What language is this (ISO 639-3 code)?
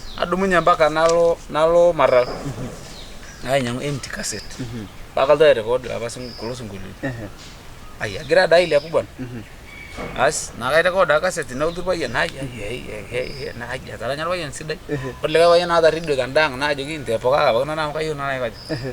mas